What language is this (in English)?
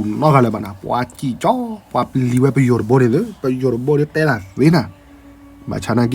S'gaw Karen